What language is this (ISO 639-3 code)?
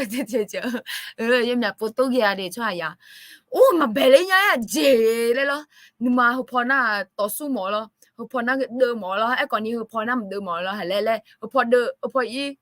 ahk